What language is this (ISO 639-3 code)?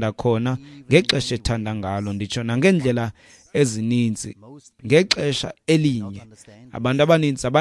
xho